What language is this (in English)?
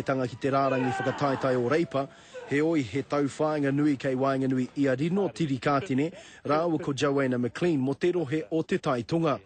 Māori